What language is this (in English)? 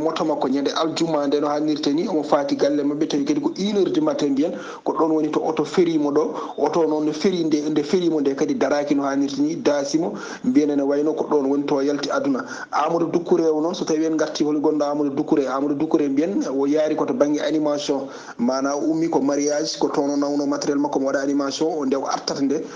Fula